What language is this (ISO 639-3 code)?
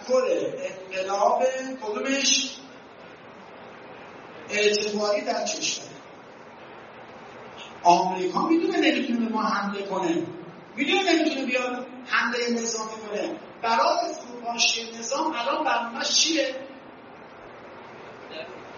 fas